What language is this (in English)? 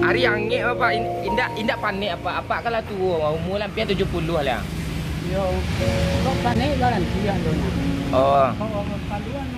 Minangkabau